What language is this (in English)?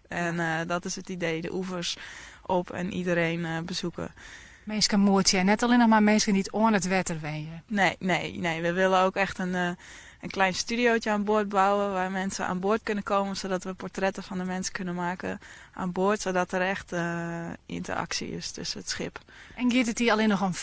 Western Frisian